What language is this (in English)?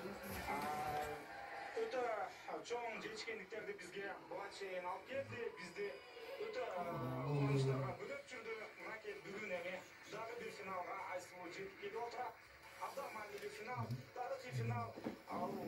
Kyrgyz